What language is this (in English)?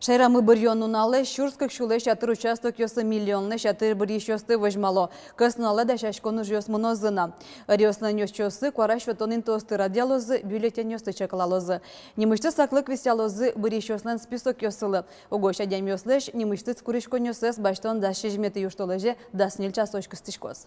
Udmurt